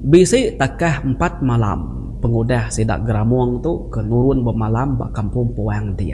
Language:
Iban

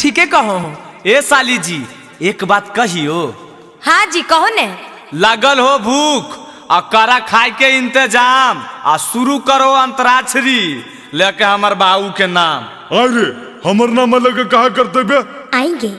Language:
Magahi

